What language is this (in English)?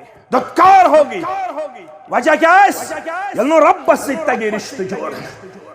Kashmiri